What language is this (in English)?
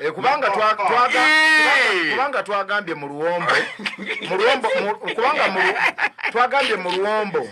Ganda